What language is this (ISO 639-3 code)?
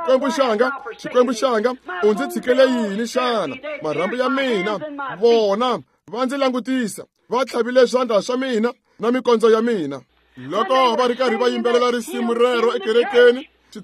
tso